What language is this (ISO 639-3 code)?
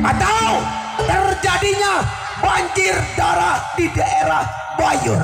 bew